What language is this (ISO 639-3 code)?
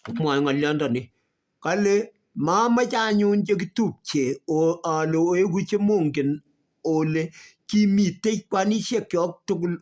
kln